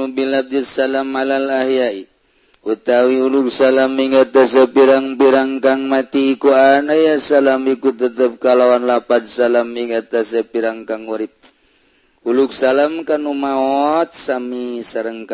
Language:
Sundanese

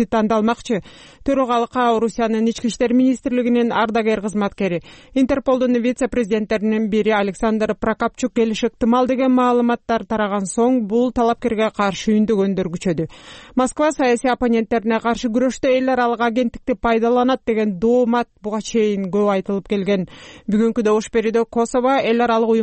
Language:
Kyrgyz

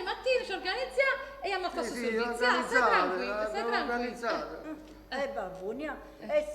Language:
Neapolitan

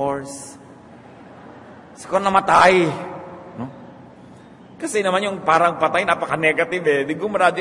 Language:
Filipino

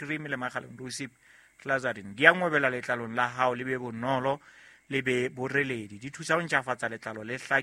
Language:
Southern Sotho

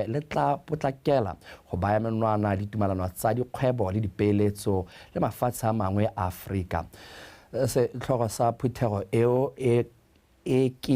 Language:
Tswana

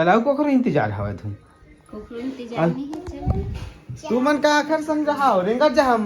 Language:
Chhattisgarhi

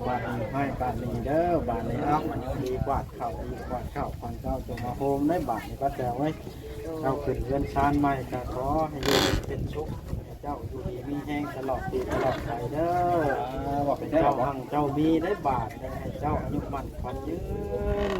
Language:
Northeastern Thai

